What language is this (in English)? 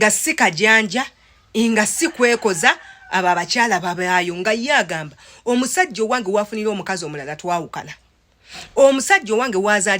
Ganda